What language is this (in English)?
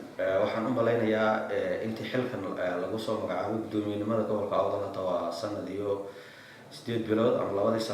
Somali